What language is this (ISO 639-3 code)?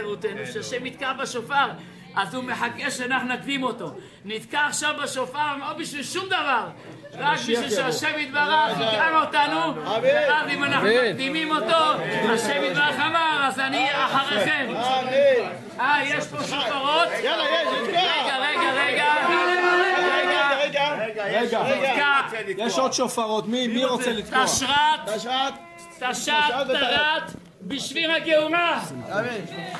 heb